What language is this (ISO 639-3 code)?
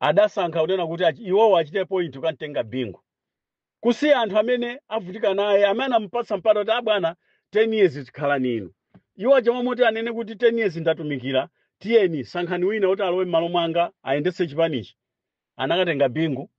nya